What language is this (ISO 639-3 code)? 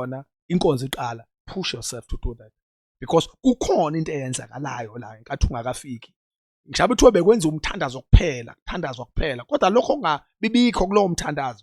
zul